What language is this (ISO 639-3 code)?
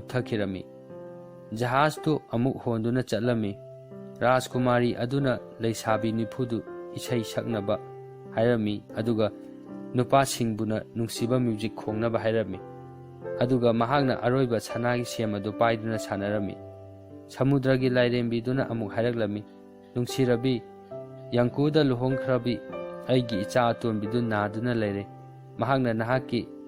mni